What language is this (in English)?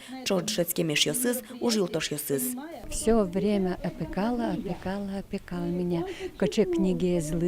Udmurt